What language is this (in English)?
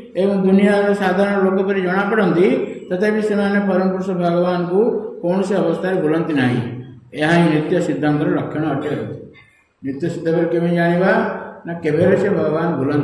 Odia